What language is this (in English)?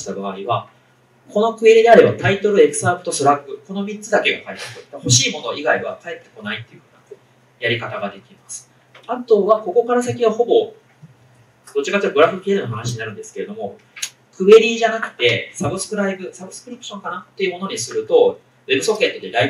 Japanese